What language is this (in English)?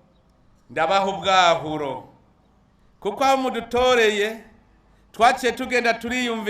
Rundi